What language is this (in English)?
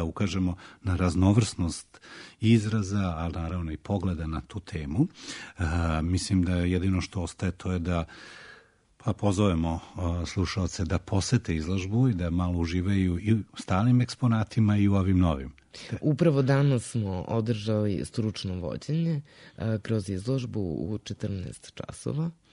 Serbian